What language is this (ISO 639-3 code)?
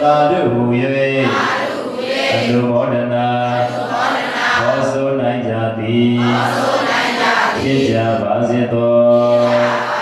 mya